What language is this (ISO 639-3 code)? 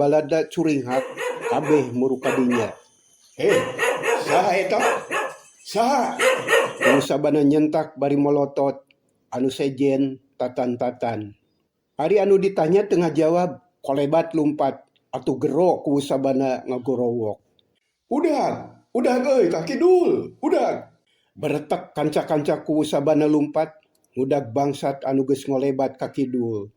sun